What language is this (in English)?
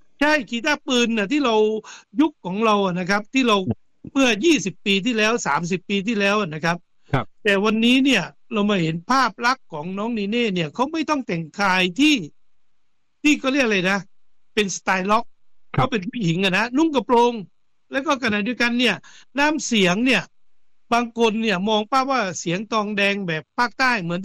Thai